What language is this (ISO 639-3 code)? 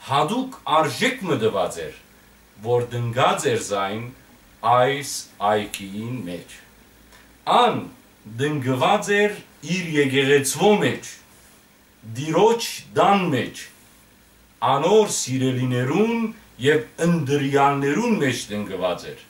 hyw